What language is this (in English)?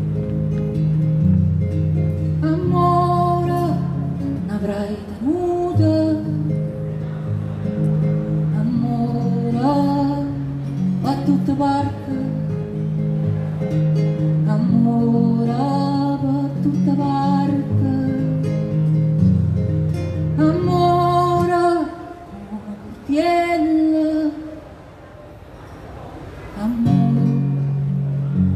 Italian